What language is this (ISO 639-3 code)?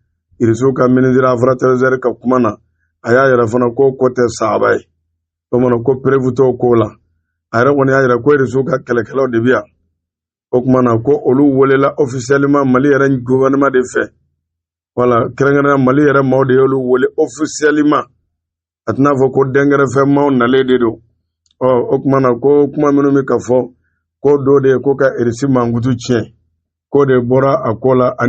bam